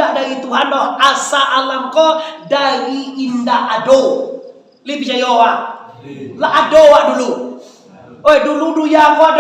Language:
Minangkabau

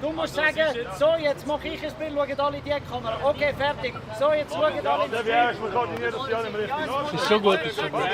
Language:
Swiss German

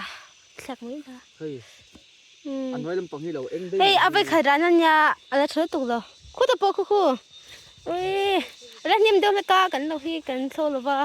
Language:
Mizo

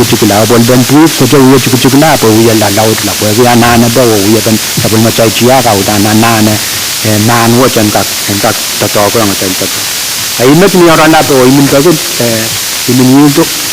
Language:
Pohnpeian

